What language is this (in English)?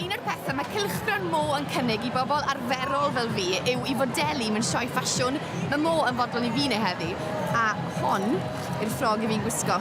Welsh